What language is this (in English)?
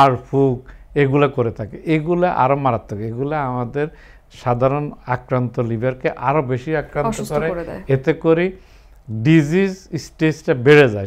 Bangla